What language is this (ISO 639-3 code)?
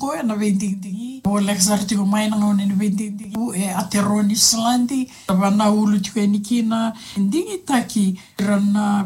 fij